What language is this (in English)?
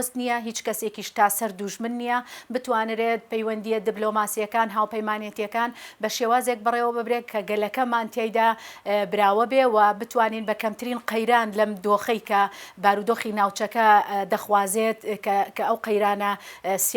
Central Kurdish